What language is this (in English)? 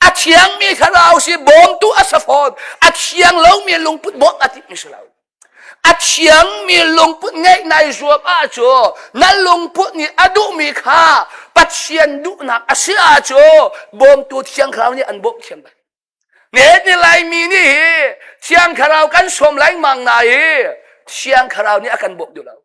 Hakha Chin